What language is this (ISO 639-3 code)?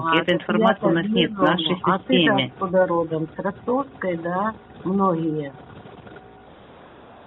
rus